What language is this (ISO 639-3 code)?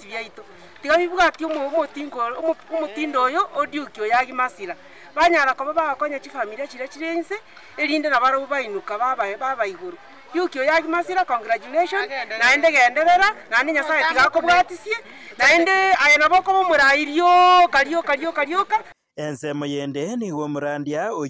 guz